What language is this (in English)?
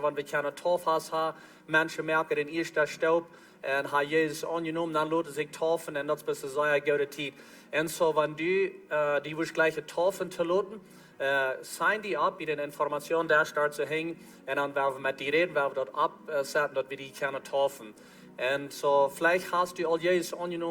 Plautdietsch